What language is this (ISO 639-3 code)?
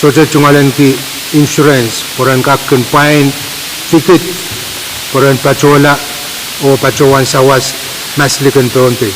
pon